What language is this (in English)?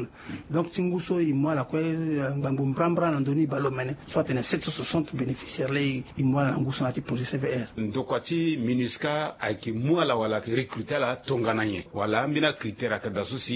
Sango